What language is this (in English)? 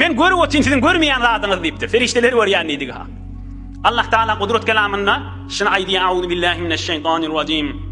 Turkmen